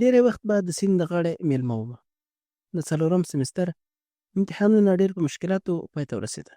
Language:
Pashto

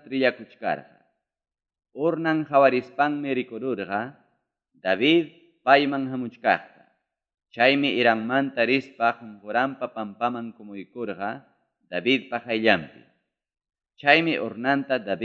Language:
Ayacucho Quechua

